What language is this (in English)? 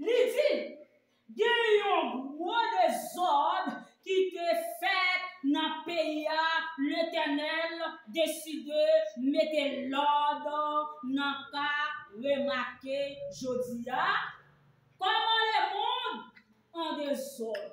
Haitian Creole